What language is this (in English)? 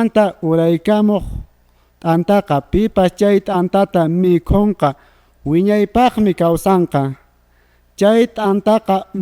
Quechua